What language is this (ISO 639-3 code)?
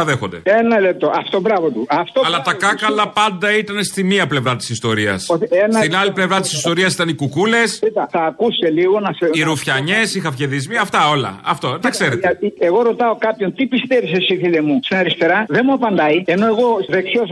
ell